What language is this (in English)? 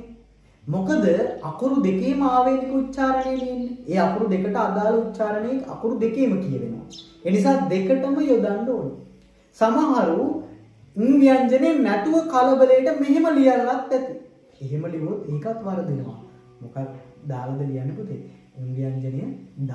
Sinhala